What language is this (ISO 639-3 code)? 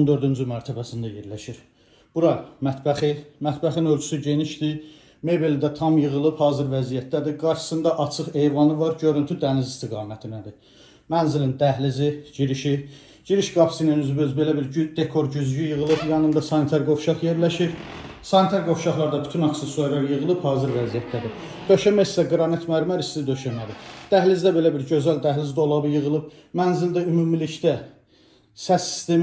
aze